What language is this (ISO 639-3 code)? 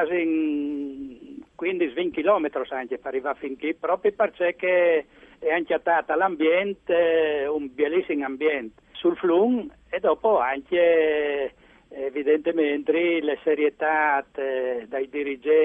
fur